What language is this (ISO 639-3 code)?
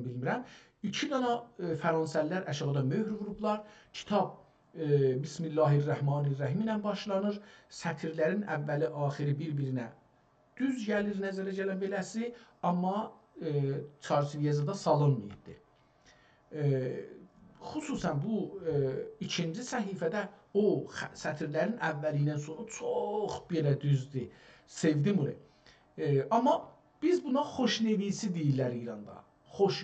azb